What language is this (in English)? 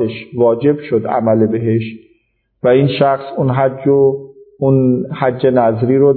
Persian